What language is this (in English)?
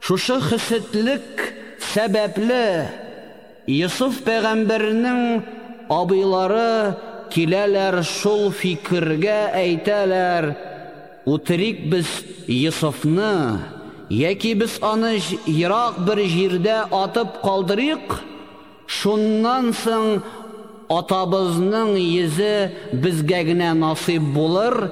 Tatar